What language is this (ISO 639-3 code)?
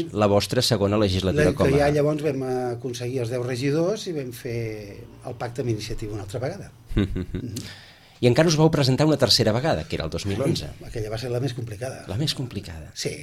cat